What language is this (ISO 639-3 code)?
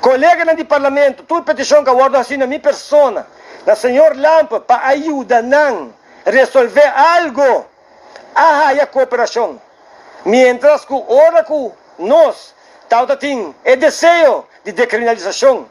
pap